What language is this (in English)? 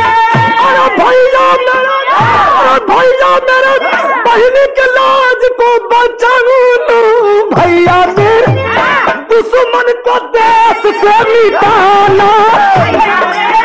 Bhojpuri